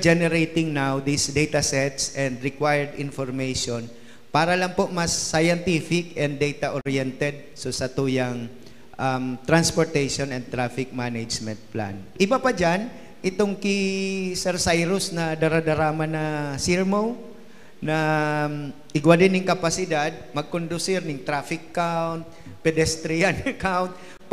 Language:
Bikol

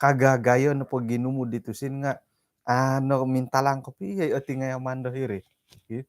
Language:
Central Dusun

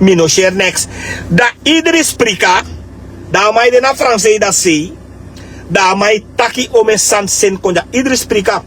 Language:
Sranan Tongo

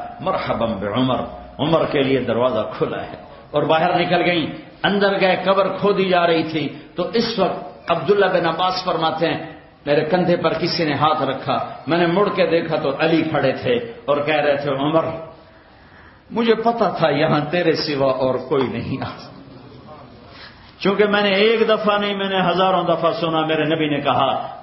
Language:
Urdu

